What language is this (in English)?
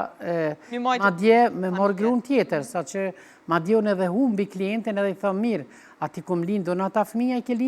Albanian